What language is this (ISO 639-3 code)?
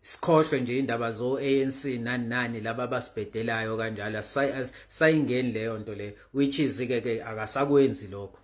zul